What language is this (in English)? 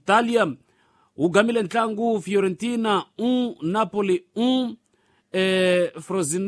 Tsonga